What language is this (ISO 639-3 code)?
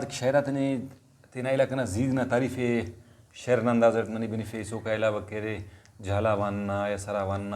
brh